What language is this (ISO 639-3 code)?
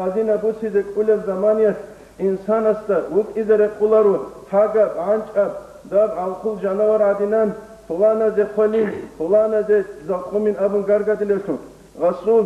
ava